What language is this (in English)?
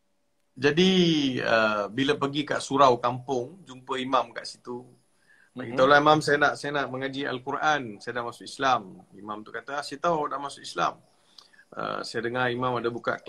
Malay